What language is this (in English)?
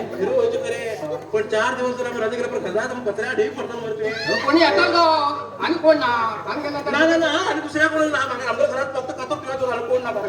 Konkani